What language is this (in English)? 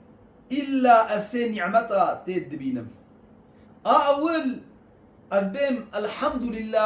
Kurdish